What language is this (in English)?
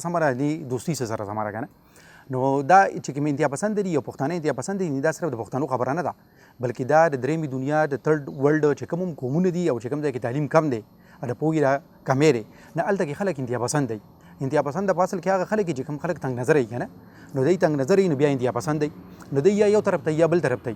Pashto